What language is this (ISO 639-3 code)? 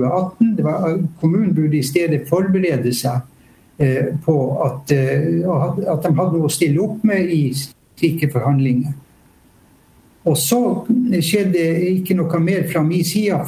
nor